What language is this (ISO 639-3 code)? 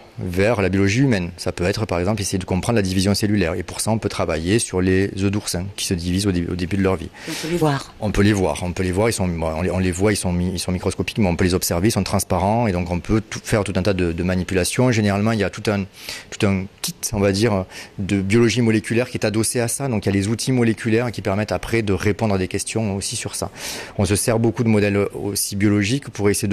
fra